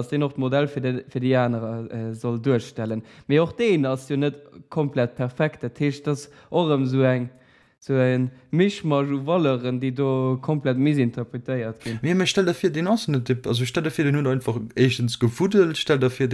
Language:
Luxembourgish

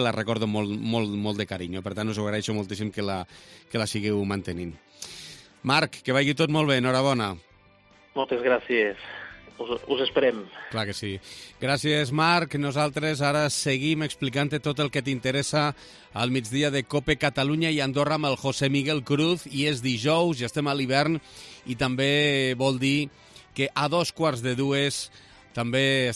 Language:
Catalan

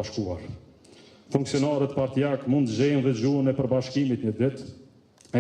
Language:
Albanian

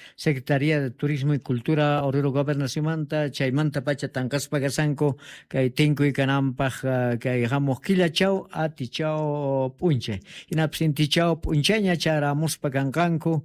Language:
South Bolivian Quechua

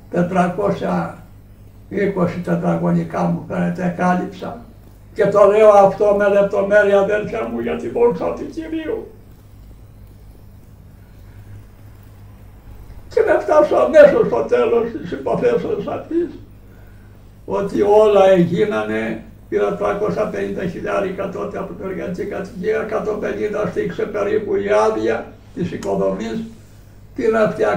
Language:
Greek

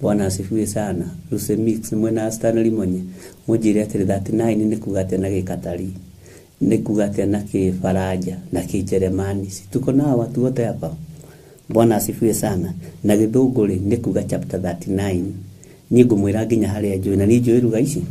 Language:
Kikuyu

